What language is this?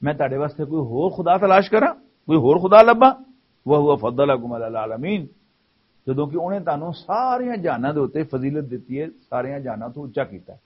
Western Panjabi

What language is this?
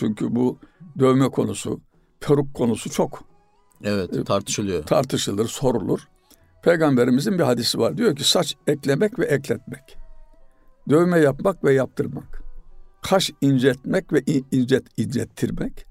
Turkish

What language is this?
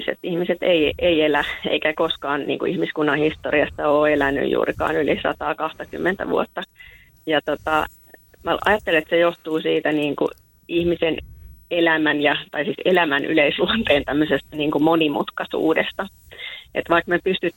Finnish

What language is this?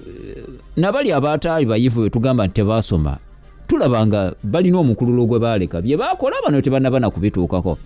Ganda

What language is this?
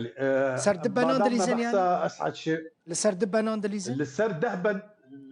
Kurdish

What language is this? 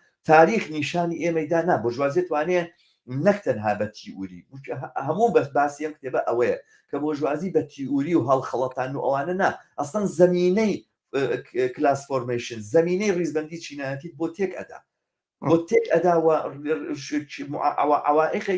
Central Kurdish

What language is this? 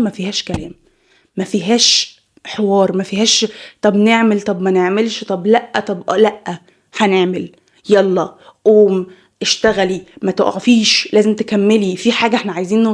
Egyptian Arabic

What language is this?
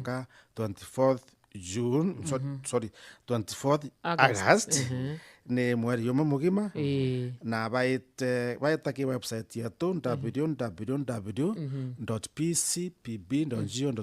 Meru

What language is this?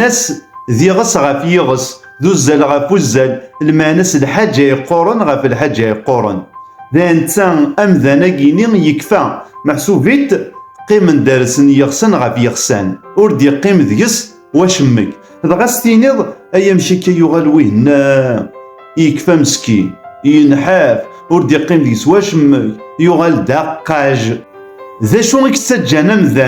Kabyle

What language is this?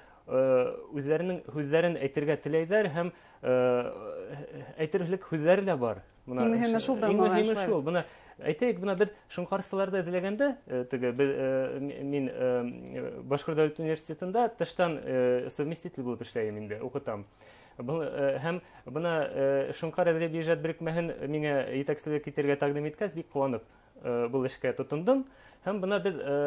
Bashkir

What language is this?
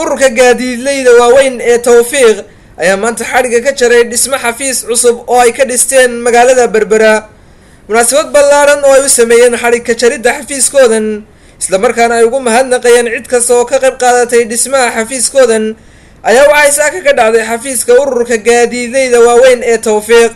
Somali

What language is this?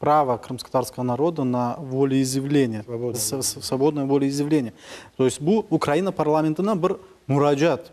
Crimean Tatar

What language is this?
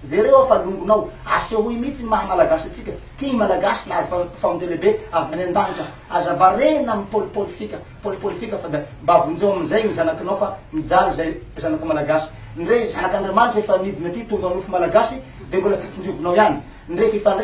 Malagasy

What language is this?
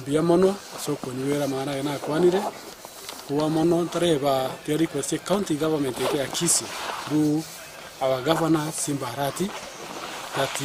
Gusii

